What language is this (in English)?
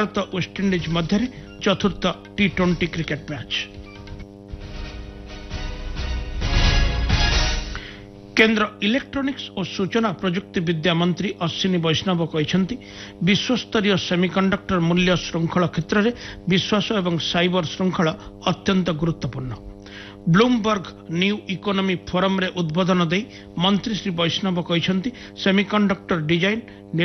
Odia